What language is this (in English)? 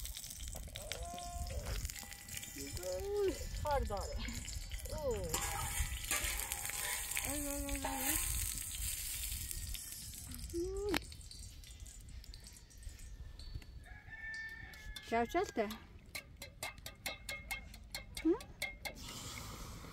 Persian